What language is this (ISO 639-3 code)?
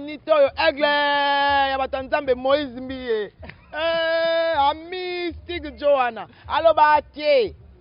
lin